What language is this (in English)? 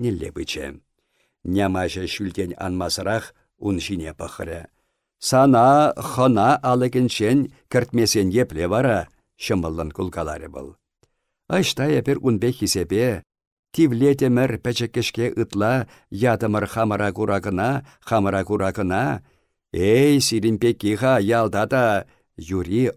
Chuvash